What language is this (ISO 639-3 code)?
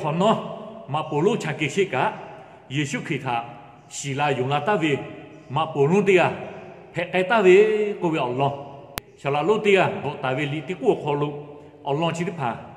lhu